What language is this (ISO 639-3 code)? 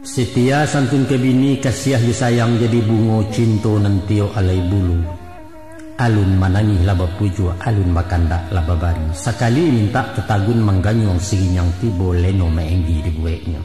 min